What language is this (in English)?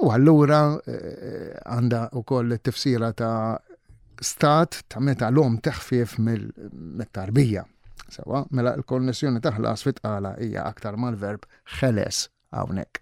Maltese